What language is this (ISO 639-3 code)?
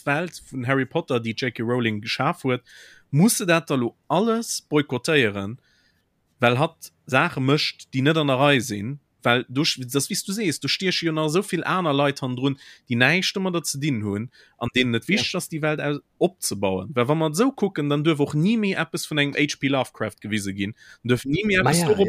ltz